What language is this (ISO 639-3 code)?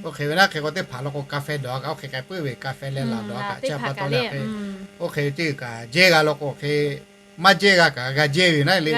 lhu